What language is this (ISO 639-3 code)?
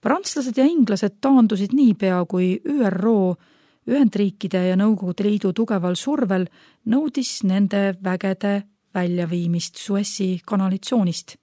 est